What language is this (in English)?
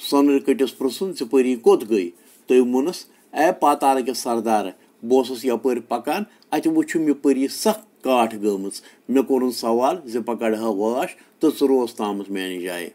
Kashmiri